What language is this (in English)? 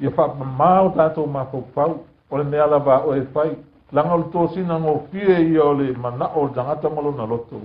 Samoan